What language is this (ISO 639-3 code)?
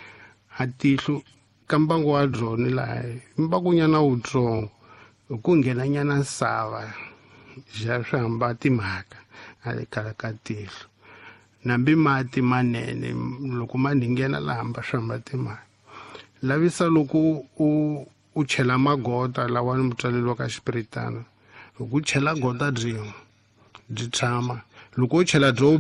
tso